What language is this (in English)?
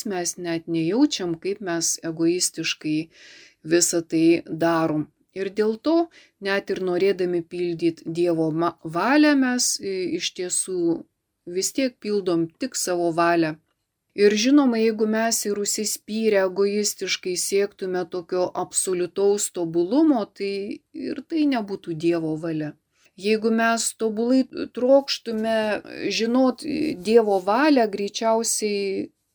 Lithuanian